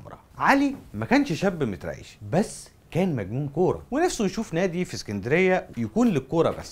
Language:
Egyptian Arabic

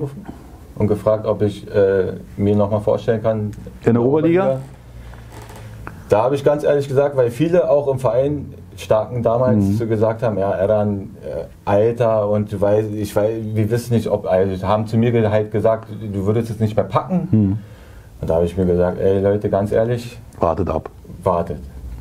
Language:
German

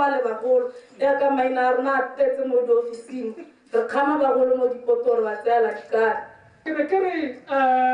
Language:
Tswana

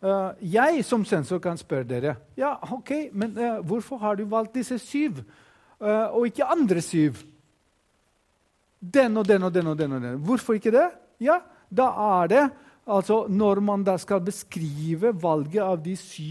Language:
Norwegian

